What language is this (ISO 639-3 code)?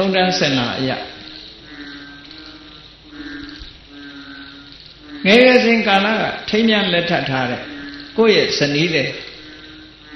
mya